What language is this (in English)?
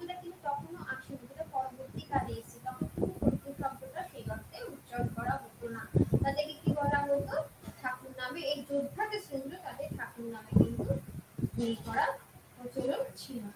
Bangla